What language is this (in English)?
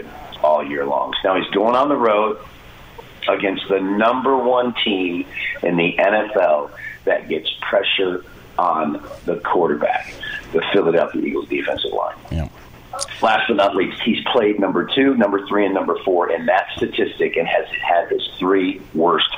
English